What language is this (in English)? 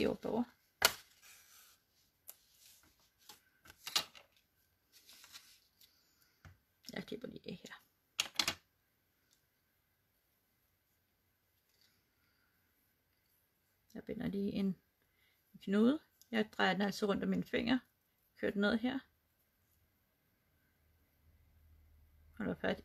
Danish